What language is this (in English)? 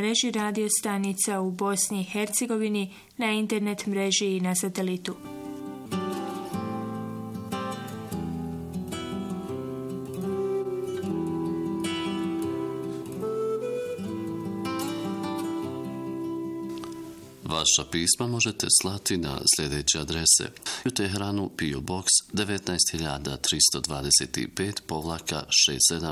Bosnian